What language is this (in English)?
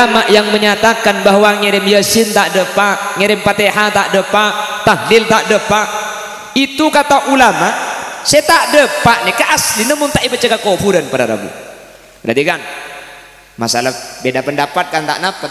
Madurese